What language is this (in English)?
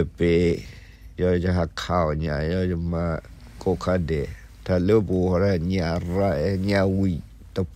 S'gaw Karen